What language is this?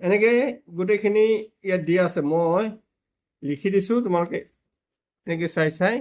Assamese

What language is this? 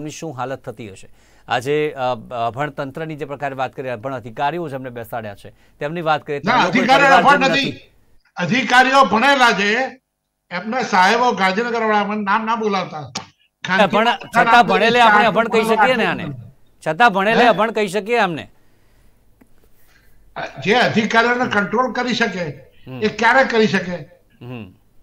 Gujarati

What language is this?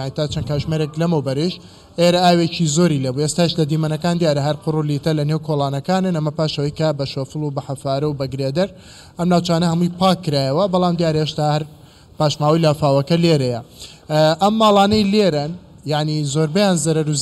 Central Kurdish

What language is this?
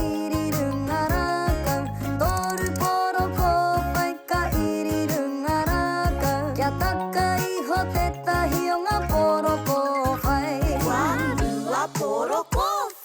Māori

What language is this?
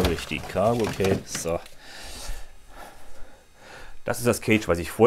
German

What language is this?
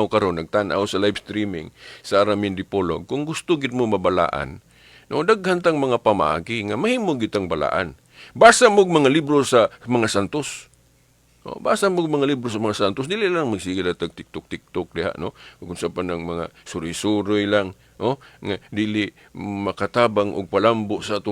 Cebuano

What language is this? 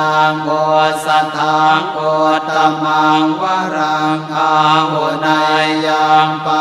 Pali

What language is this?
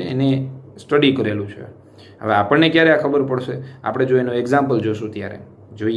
Gujarati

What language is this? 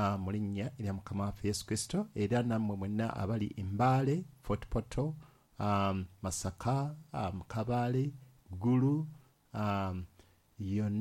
Ganda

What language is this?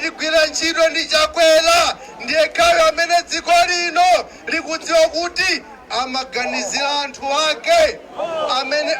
Nyanja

